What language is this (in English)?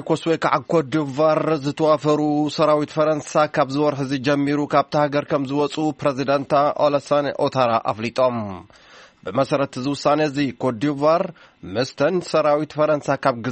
Tigrinya